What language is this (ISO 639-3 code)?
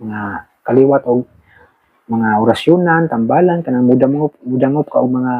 ceb